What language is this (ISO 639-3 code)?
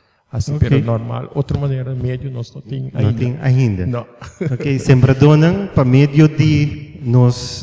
pap